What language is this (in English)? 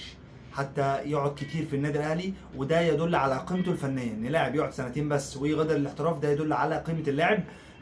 Egyptian Arabic